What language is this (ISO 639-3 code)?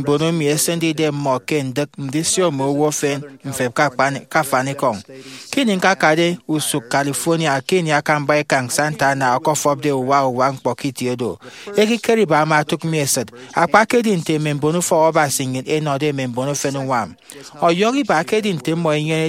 efi